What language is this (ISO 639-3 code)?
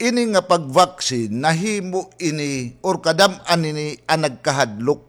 war